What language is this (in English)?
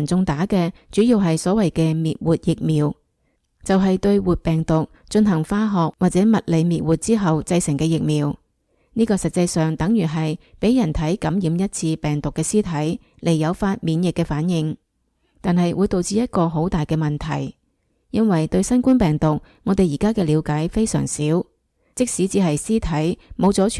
Cantonese